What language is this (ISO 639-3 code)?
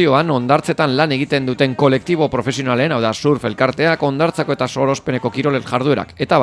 eus